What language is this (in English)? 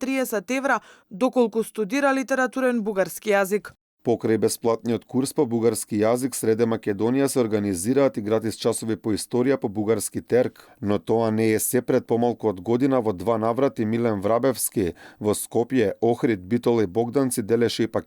Macedonian